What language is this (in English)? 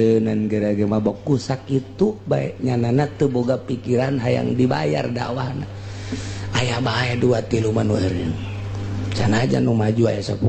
Sundanese